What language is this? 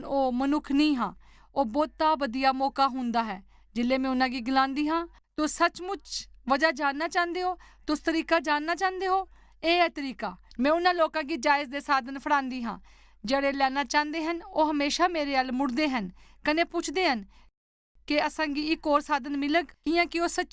Dogri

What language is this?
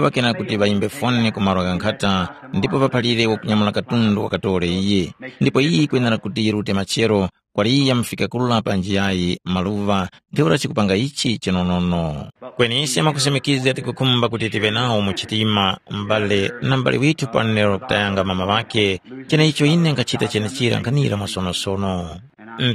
Tumbuka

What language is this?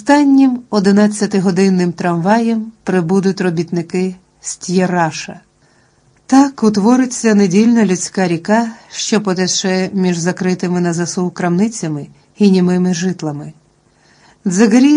Ukrainian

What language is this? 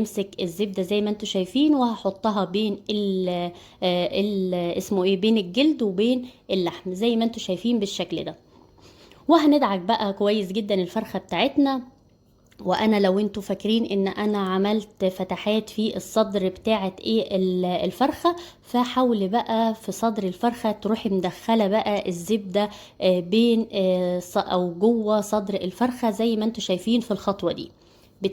Egyptian Arabic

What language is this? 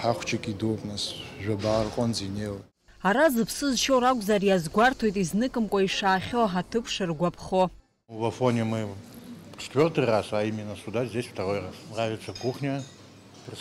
Abkhazian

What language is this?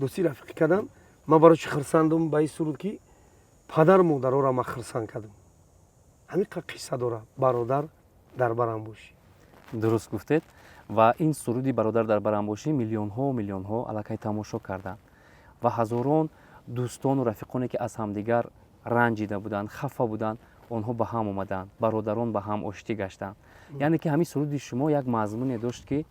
Tajik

